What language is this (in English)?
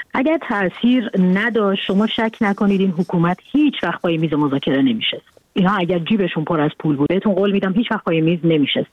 Persian